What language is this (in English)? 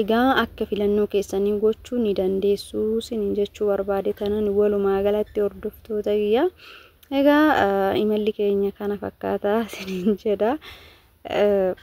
Oromo